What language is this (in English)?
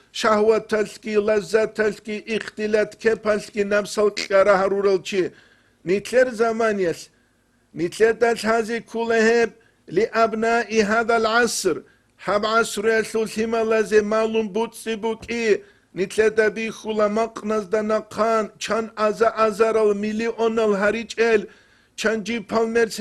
Avaric